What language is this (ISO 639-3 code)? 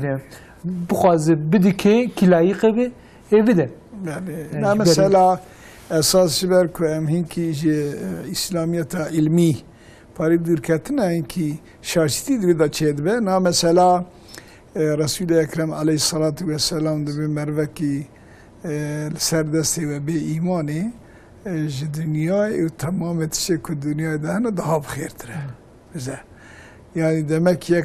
kur